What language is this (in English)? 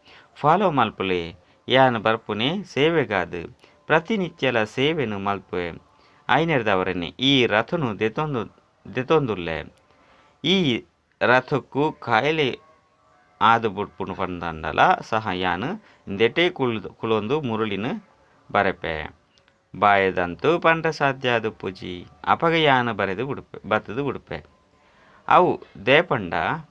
Tulu